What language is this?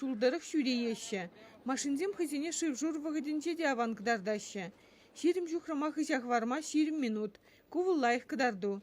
Chuvash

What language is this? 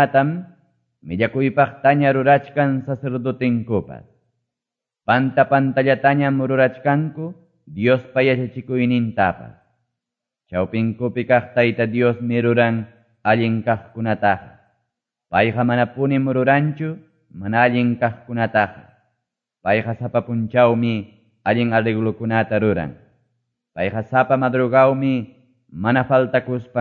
Quechua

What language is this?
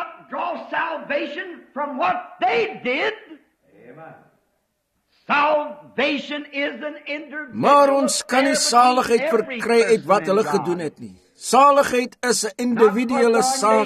Afrikaans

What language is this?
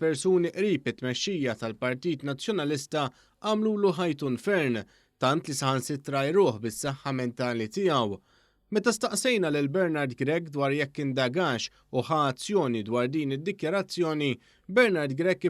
Maltese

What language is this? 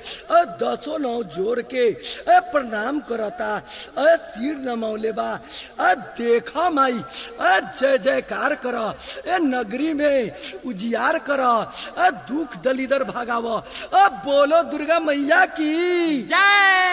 Bhojpuri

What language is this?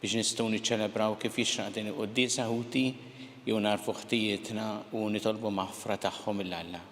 Maltese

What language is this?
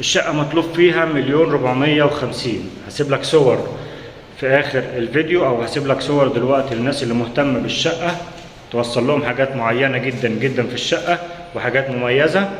Egyptian Arabic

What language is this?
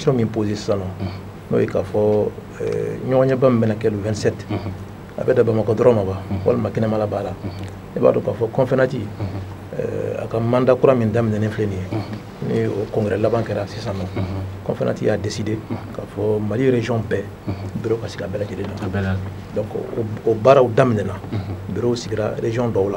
Bambara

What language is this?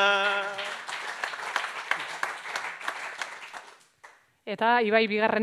Basque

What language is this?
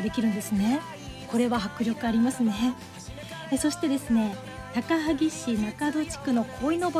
Japanese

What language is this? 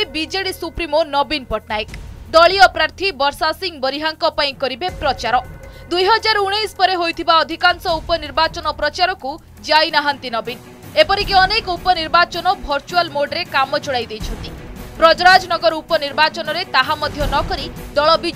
Odia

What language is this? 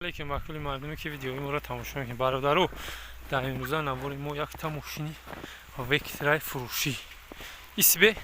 Tajik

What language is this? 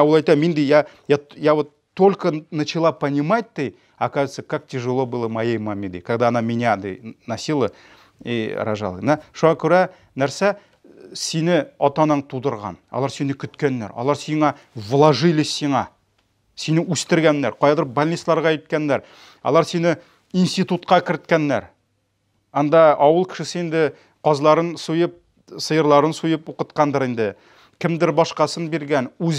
Tatar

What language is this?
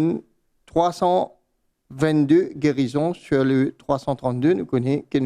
Morisyen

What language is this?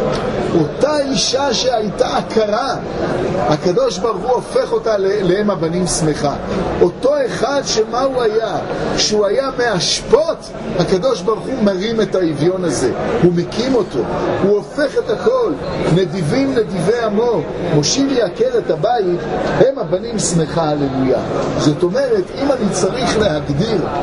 Hebrew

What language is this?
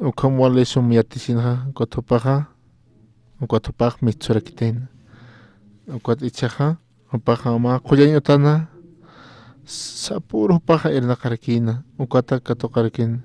Aymara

